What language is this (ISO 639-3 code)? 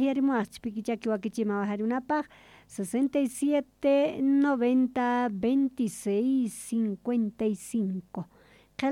quh